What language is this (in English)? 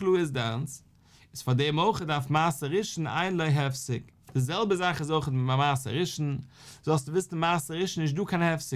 Yiddish